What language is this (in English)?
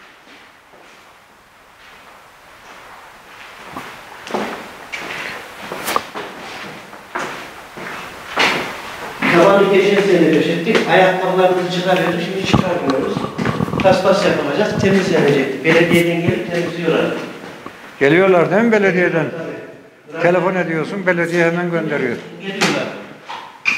Turkish